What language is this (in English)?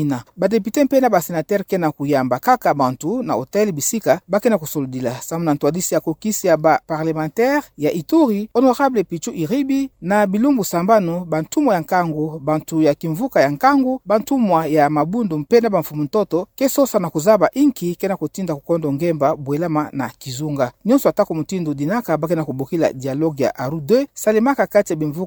Kituba (Democratic Republic of Congo)